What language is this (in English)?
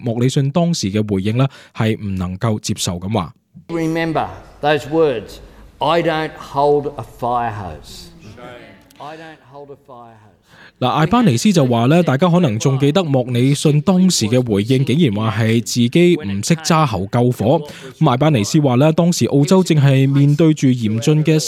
Cantonese